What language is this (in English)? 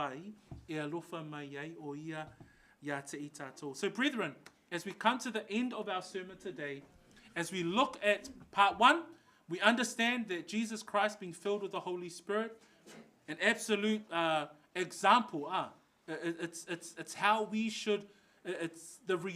Samoan